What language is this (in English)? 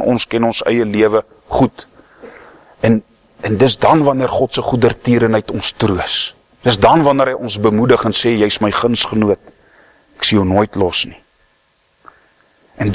Afrikaans